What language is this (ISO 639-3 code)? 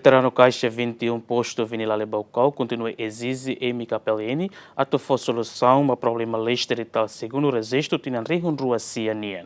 tet